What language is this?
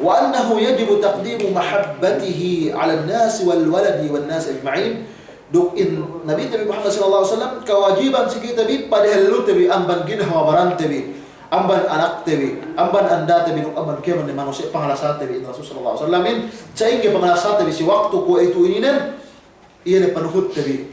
Yakan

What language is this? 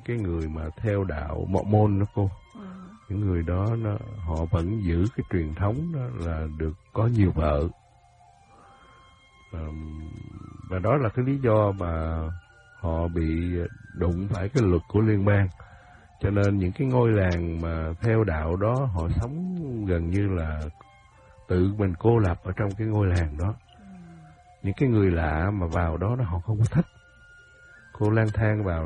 Vietnamese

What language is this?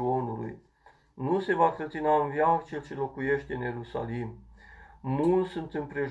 Romanian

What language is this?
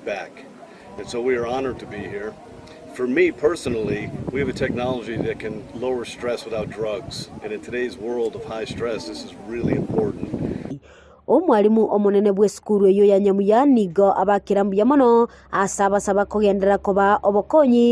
Gusii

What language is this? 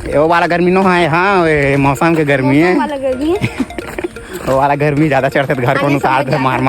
Chhattisgarhi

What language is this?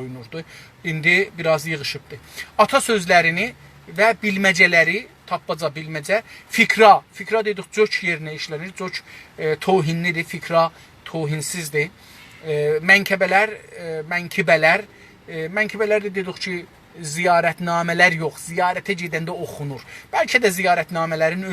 South Azerbaijani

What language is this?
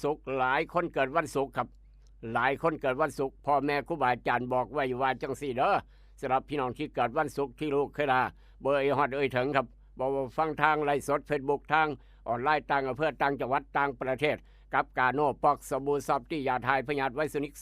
Northeastern Thai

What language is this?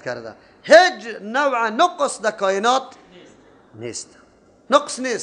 Persian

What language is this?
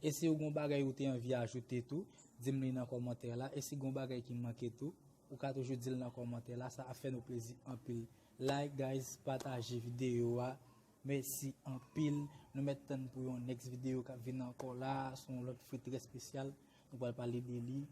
Haitian Creole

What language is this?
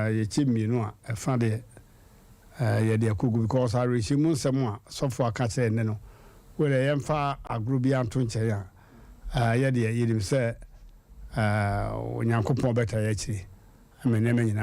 Akan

